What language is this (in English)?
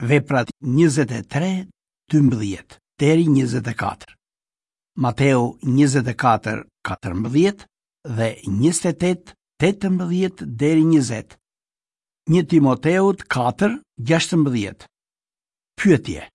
Albanian